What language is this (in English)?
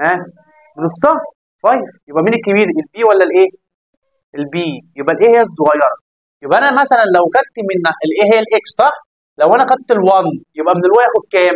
Egyptian Arabic